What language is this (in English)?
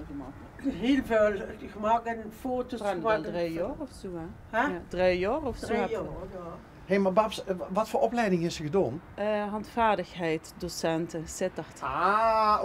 Limburgish